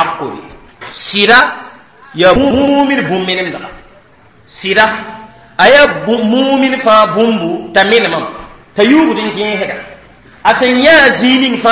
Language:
Mossi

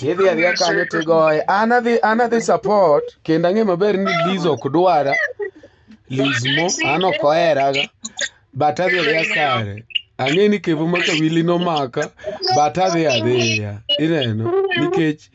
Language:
Luo (Kenya and Tanzania)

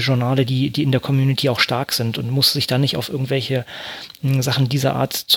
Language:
German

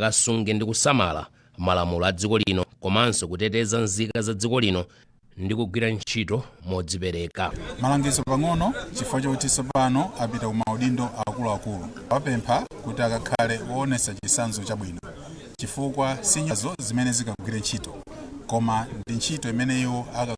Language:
Nyanja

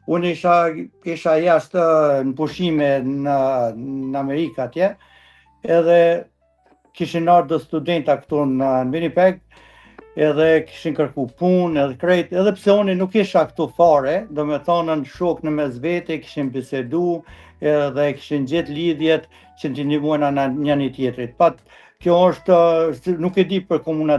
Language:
Albanian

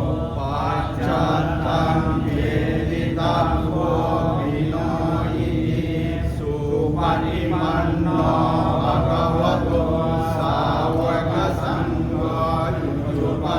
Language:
Pali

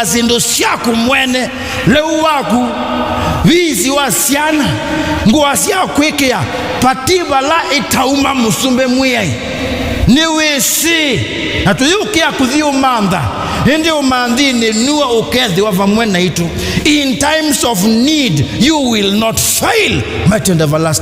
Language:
Kamba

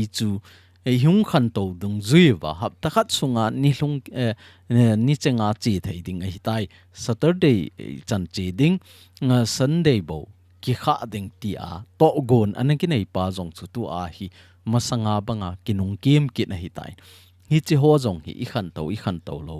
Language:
Thado Chin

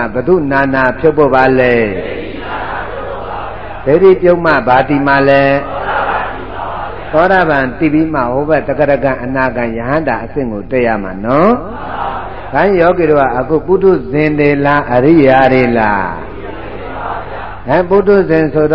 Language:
Burmese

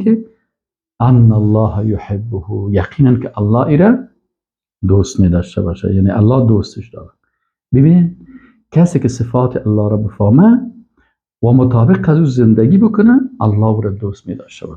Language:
Persian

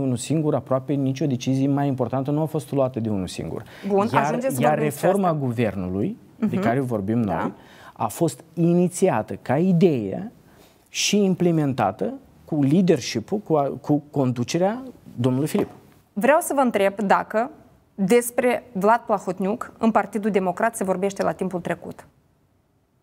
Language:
Romanian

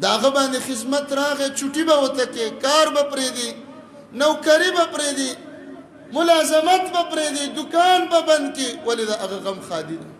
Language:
Pashto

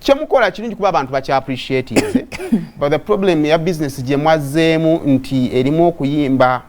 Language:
Ganda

